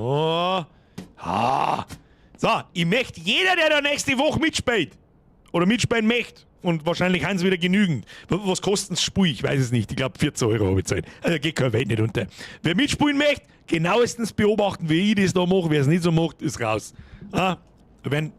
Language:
Bavarian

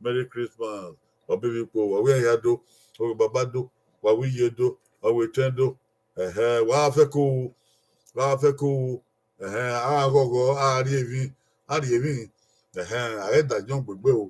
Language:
Bini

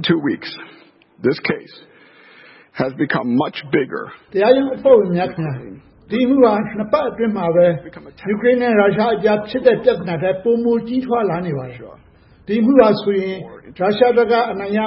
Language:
Burmese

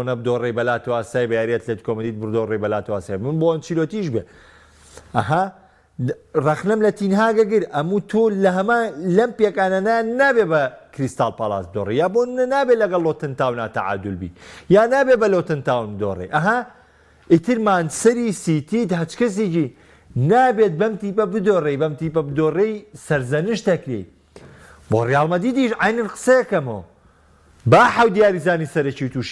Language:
Central Kurdish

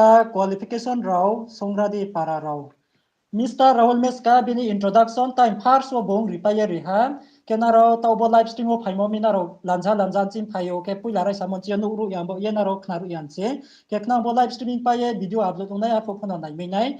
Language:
Riang (India)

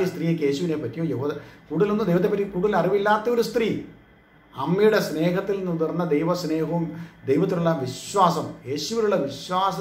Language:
Malayalam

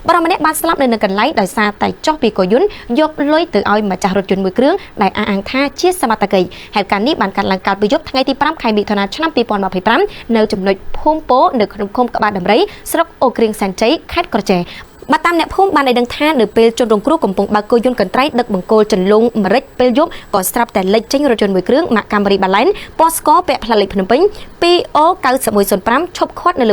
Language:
Khmer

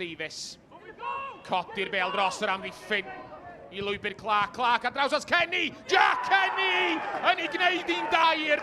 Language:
Welsh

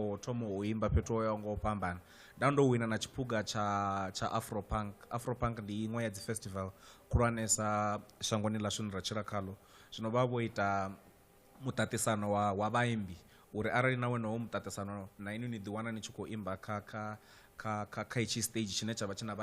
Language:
Venda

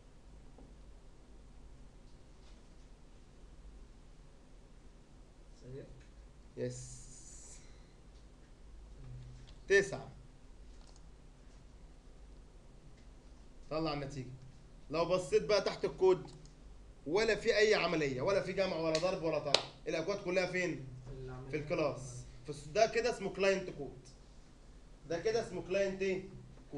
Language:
Egyptian Arabic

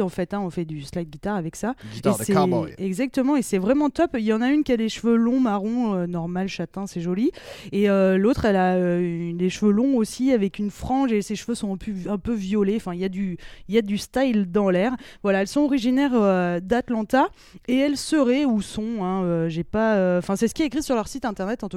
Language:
French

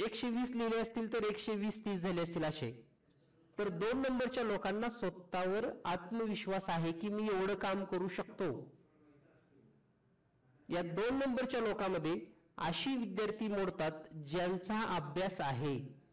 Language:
Marathi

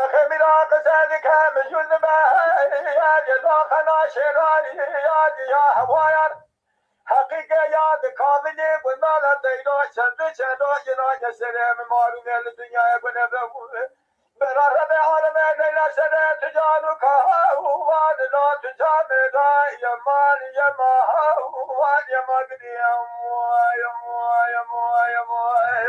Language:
Kurdish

